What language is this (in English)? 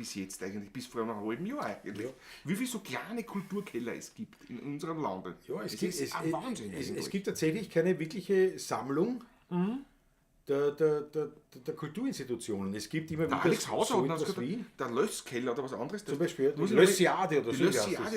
Bavarian